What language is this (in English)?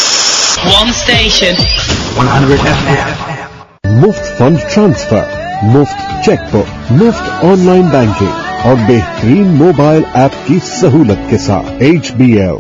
Urdu